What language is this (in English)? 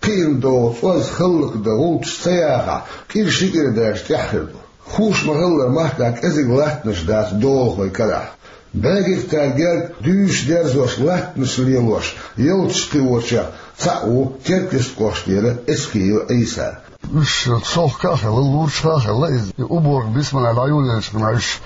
Chechen